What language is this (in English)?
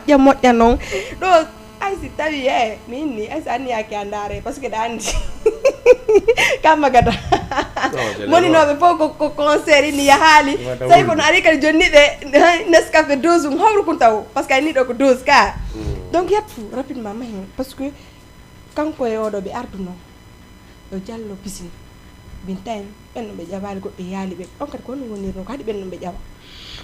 Fula